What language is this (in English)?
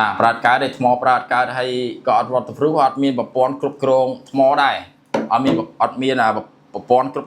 Khmer